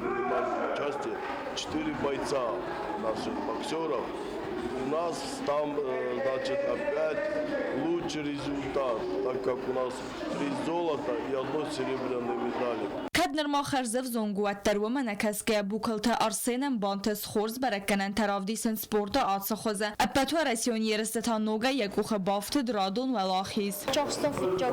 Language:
Ossetic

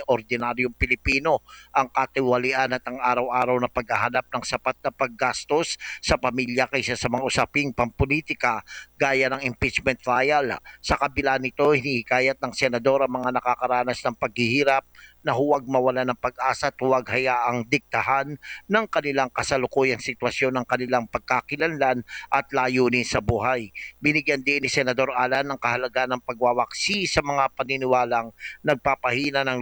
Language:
Filipino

